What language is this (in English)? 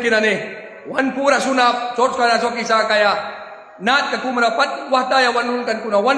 Mískito